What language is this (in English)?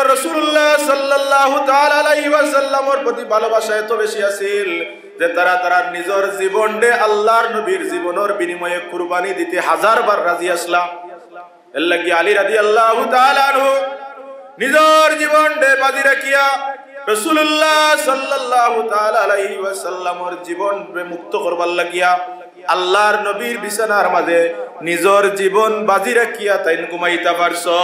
Sylheti